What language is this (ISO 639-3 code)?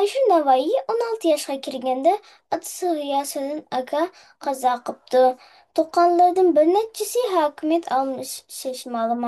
uig